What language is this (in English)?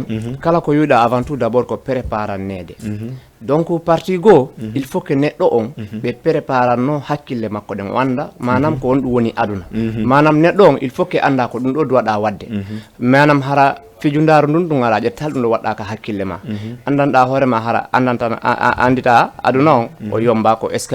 Fula